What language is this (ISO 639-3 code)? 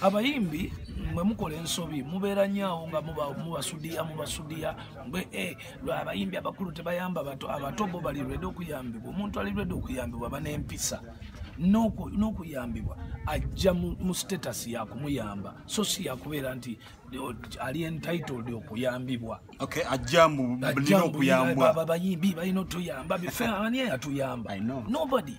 lug